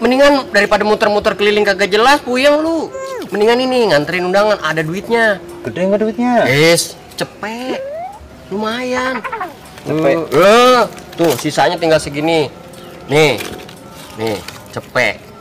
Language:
Betawi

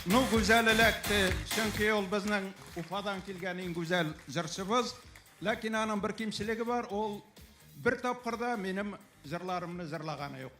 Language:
Tatar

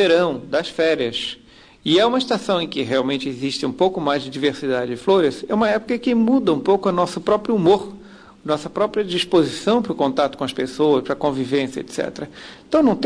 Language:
Portuguese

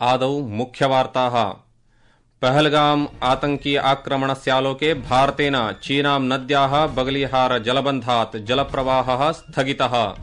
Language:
Sanskrit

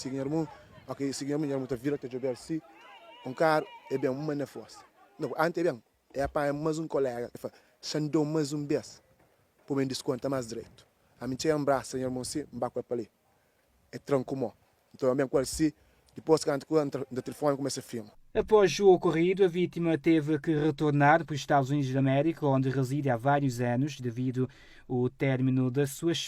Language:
Kabuverdianu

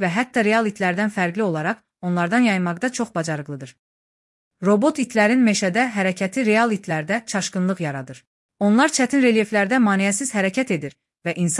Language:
Azerbaijani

